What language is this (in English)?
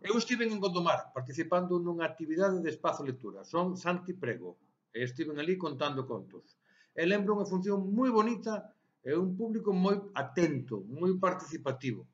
Galician